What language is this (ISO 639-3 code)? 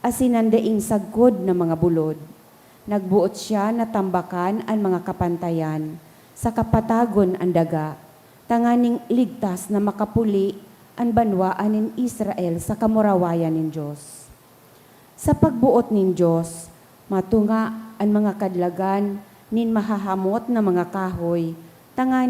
bik